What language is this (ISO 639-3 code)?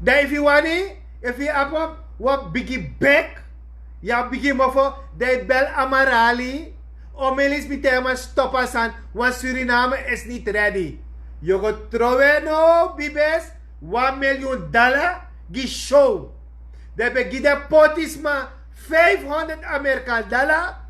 srn